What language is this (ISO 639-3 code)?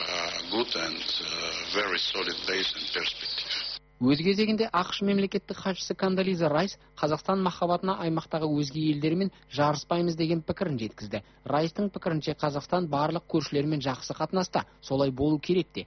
kaz